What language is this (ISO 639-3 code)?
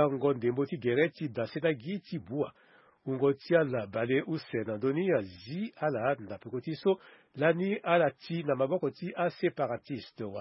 sag